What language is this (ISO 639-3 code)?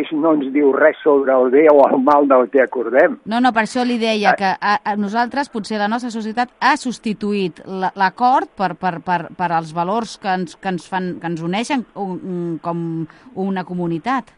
cat